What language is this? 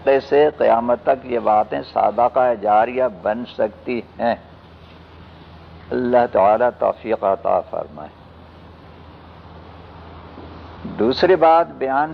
Urdu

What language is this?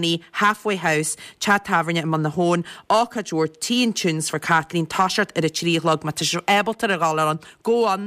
Irish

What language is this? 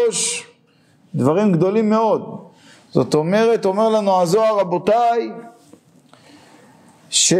Hebrew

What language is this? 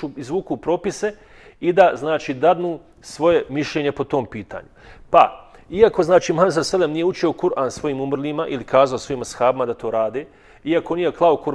Bosnian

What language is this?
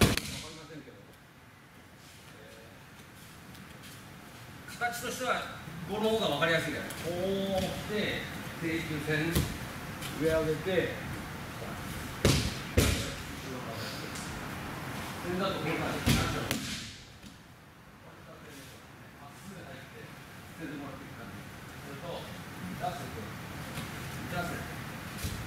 Japanese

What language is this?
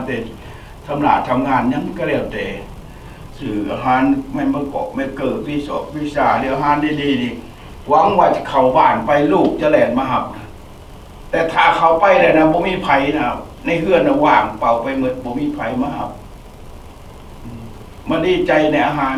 Lao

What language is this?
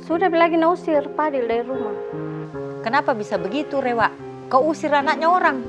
Makassar Malay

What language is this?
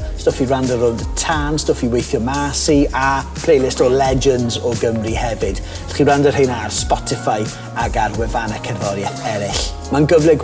Welsh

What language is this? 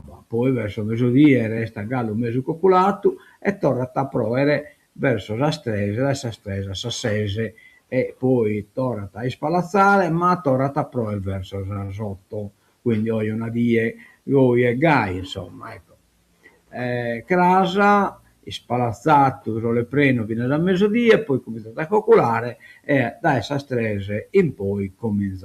Sardinian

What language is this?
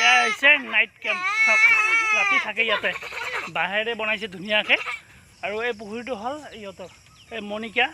Assamese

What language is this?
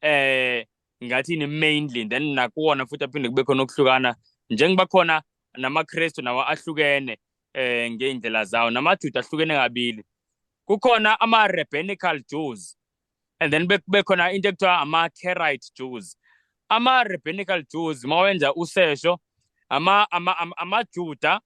Zulu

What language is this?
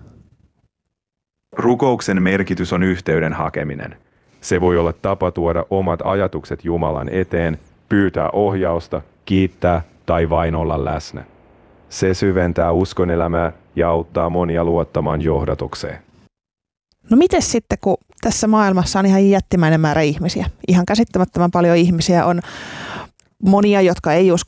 Finnish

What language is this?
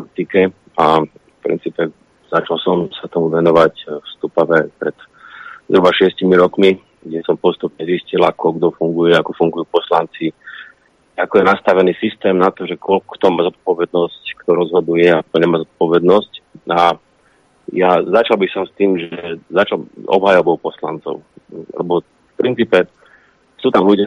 Slovak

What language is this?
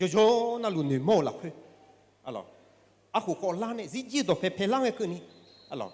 Akha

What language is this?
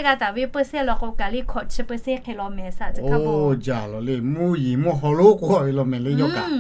Lahu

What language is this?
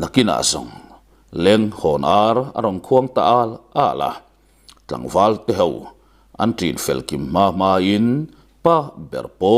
Mizo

